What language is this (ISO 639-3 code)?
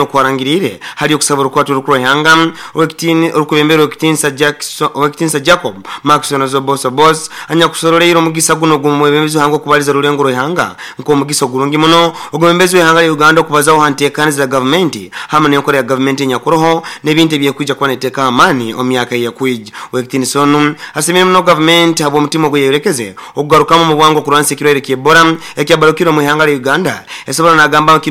nyo